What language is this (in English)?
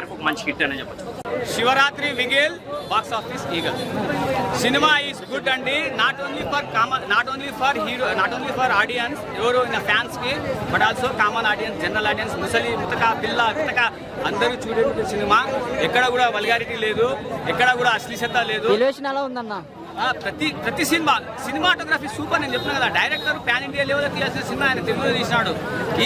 Telugu